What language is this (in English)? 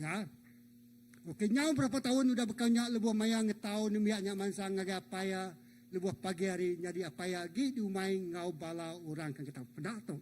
Iban